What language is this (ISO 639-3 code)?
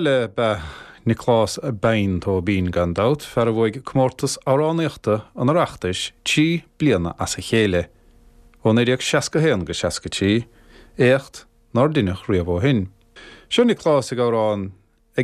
gle